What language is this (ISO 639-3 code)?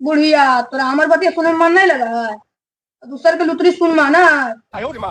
mag